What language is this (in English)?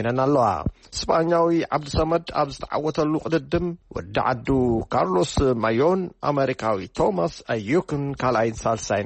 Tigrinya